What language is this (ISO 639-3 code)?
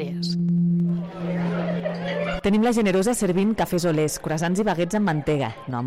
cat